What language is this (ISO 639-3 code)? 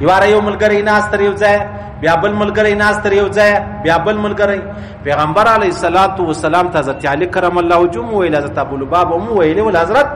pus